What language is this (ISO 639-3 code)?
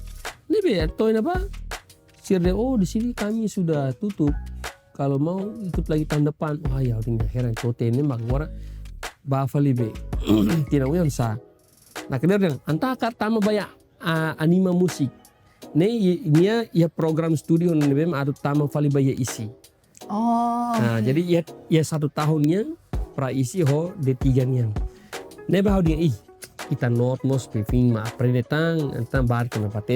tet